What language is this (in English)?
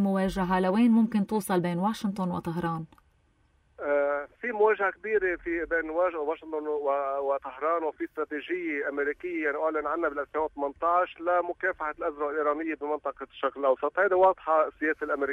North Levantine Arabic